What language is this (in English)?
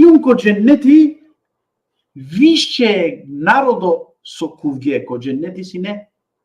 Balkan Romani